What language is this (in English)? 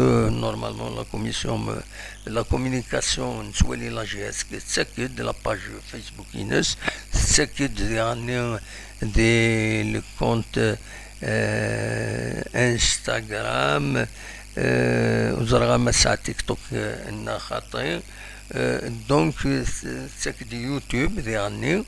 Kabyle